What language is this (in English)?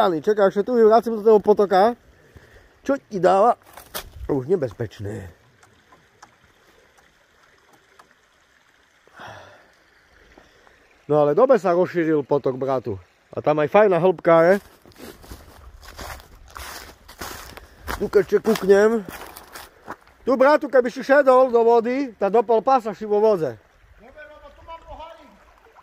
Slovak